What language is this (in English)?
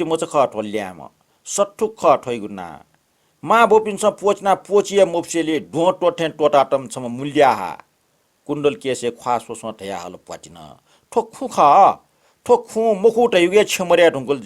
Newari